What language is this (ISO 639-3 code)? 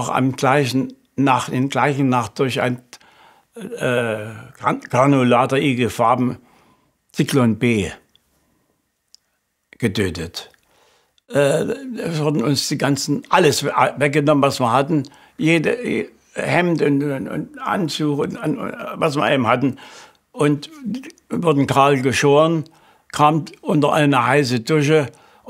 deu